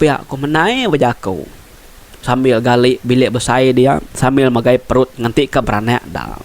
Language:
Iban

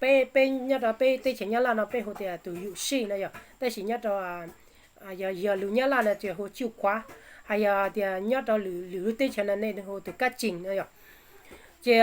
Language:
Hmong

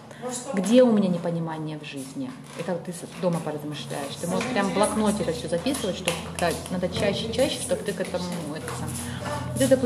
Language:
Russian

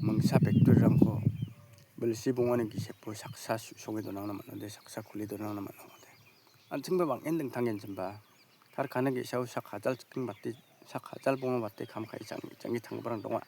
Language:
Garo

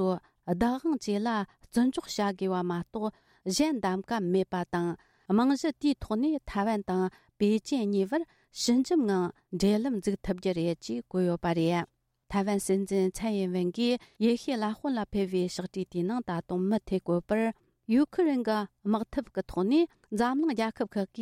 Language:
Tibetan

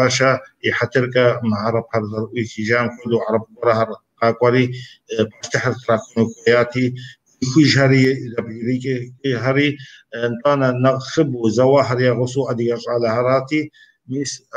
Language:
Kabardian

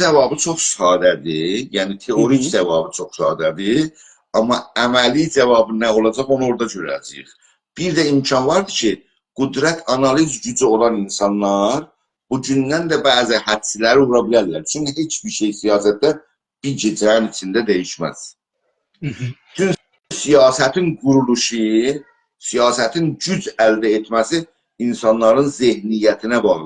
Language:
South Azerbaijani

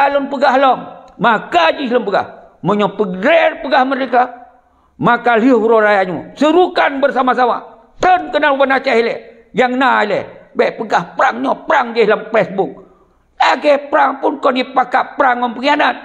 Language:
Achinese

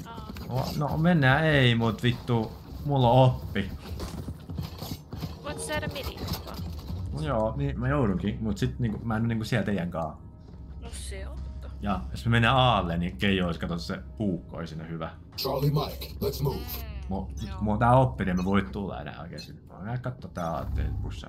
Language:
Finnish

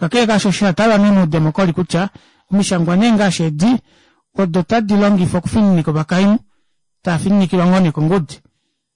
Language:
Kuanyama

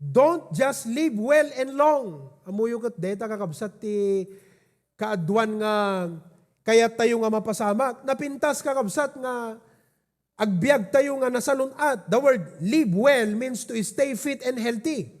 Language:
Iloko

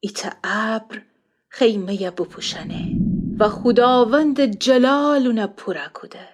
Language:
Gilaki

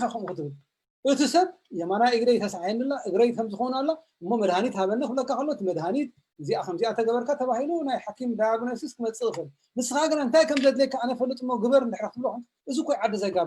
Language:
Tigrinya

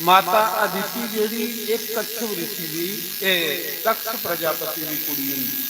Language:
Dogri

